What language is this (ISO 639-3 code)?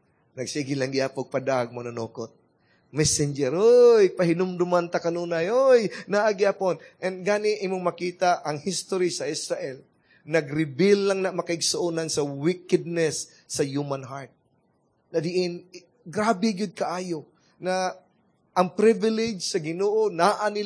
ceb